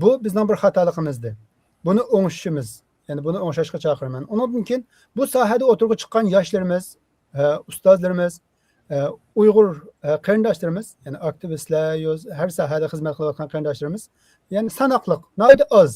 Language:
Uyghur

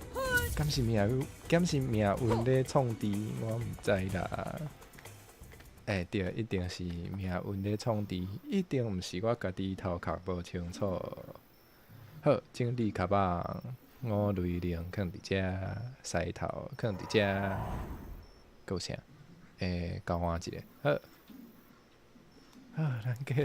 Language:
Min Nan Chinese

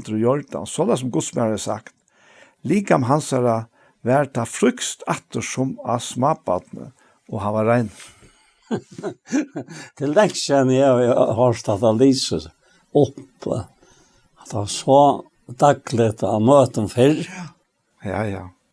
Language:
Faroese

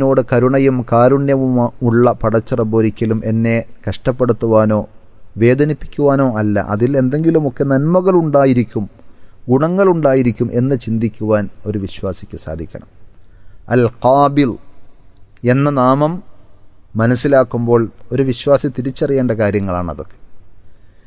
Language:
Malayalam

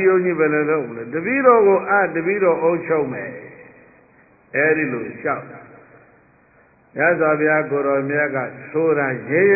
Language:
Burmese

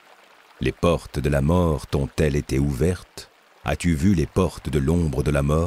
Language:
French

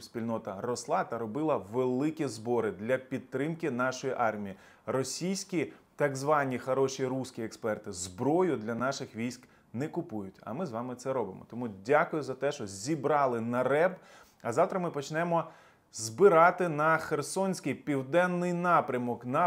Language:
Ukrainian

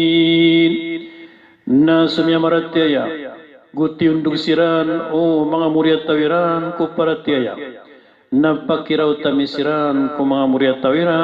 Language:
Maranao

